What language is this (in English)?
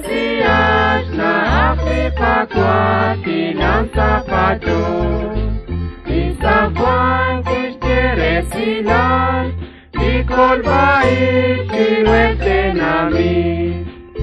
Kekchí